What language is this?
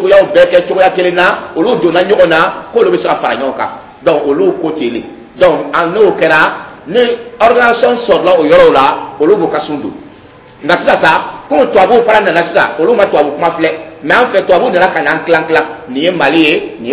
Dyula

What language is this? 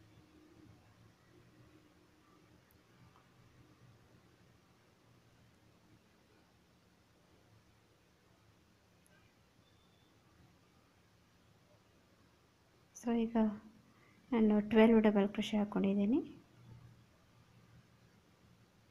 Kannada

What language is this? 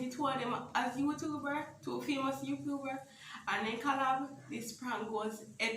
Jamaican Creole English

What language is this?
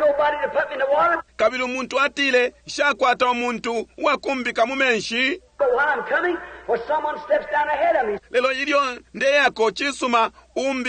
Bemba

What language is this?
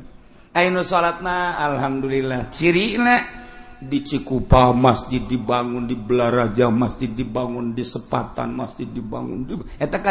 Sundanese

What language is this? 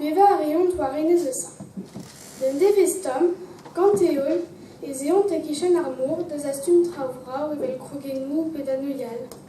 Breton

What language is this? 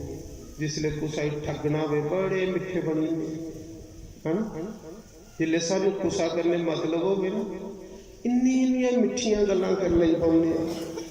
Dogri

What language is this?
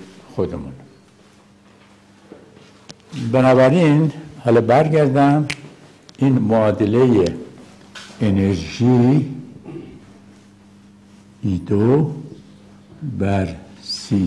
Persian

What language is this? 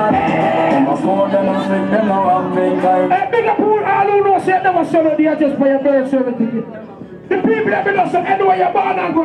Jamaican Creole English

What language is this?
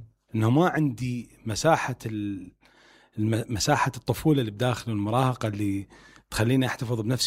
Mesopotamian Arabic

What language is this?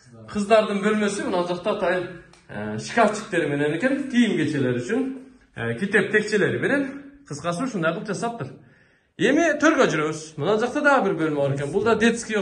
Kyrgyz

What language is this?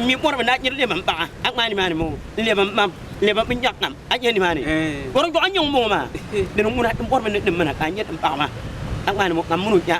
Dagbani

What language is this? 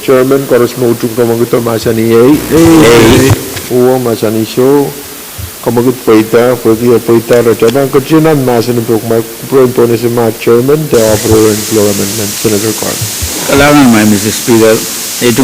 Pohnpeian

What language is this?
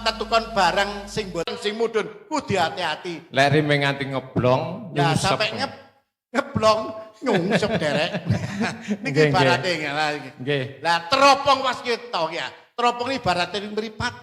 Javanese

